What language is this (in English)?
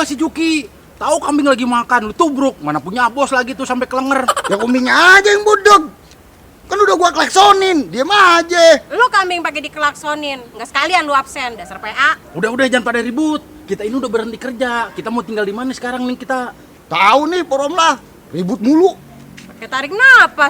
Betawi